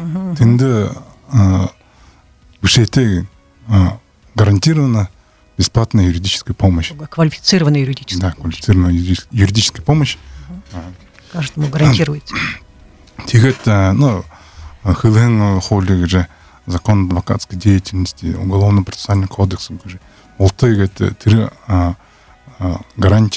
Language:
Buriat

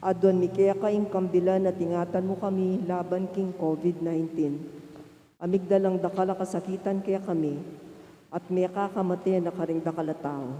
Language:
Pampanga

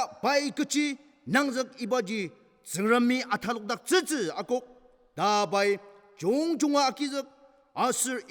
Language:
Ao Naga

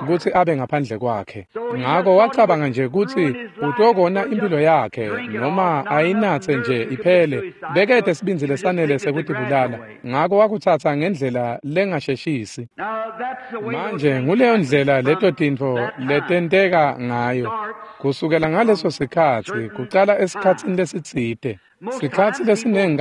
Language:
Swati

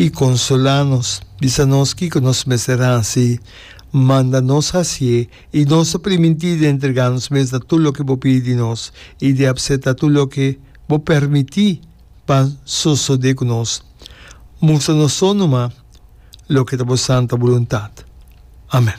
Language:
Papiamento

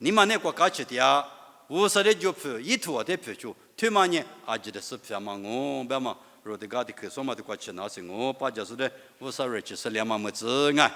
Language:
Lisu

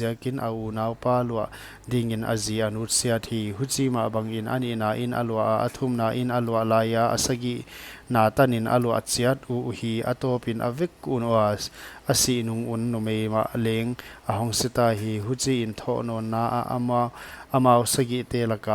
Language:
Paite Chin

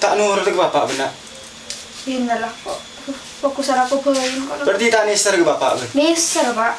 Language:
Madurese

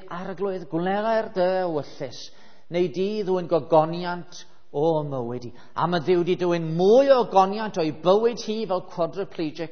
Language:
Welsh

